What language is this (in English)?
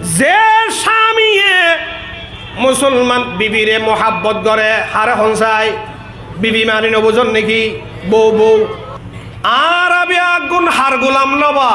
Rohingya